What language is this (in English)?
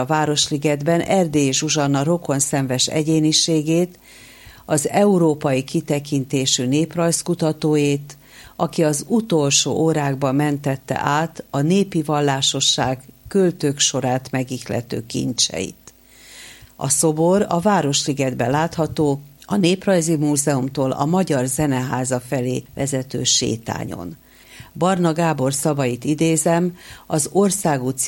Hungarian